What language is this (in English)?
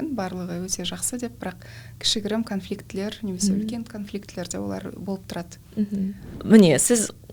Kazakh